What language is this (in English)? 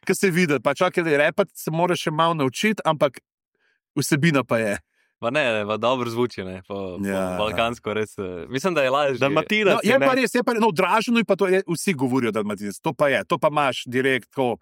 Slovenian